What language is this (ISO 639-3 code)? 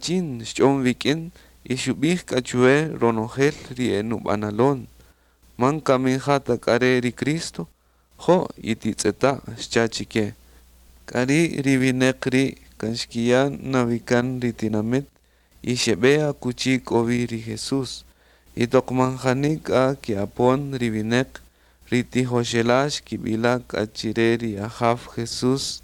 cak